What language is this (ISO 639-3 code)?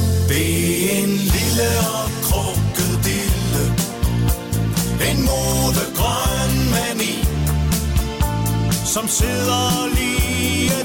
dan